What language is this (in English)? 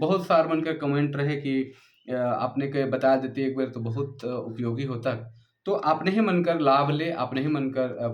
Sadri